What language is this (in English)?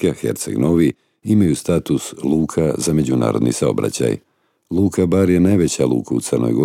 Serbian